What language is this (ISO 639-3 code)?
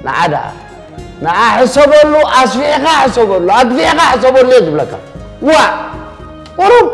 tir